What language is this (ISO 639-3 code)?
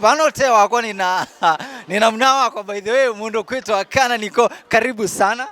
kam